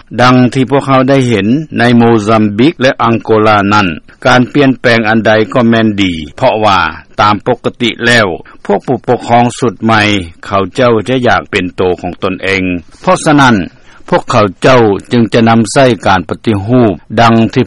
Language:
Lao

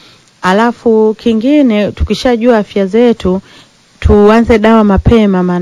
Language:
Swahili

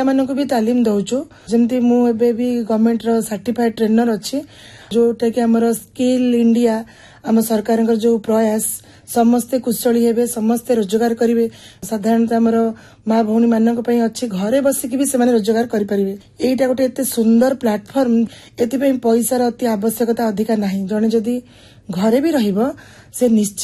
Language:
Odia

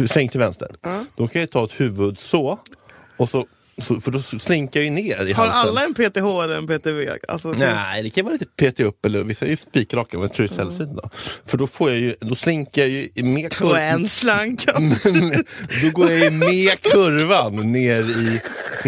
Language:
Swedish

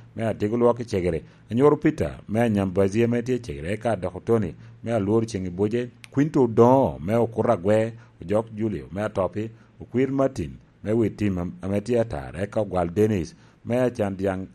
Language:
Lango (Uganda)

